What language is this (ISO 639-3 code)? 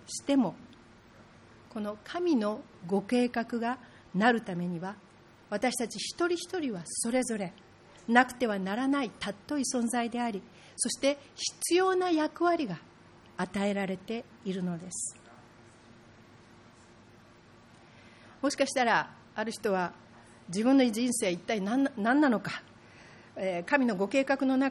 jpn